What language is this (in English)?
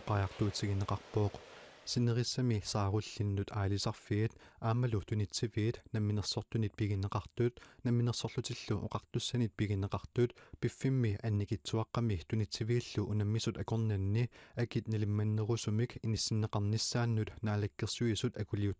Kalaallisut